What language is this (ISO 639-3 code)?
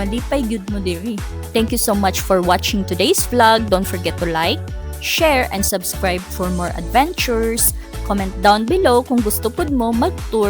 ceb